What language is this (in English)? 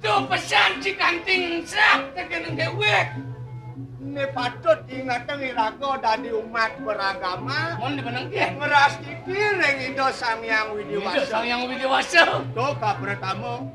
Balinese